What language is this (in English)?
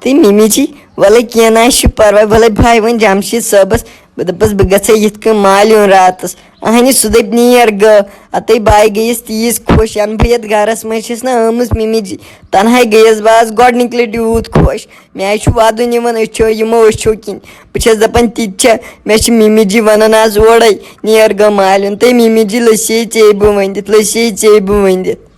Kashmiri